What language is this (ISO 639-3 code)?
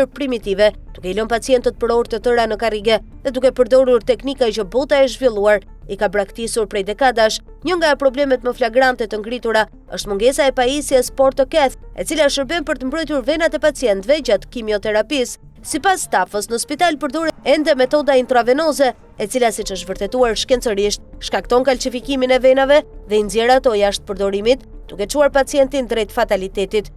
sqi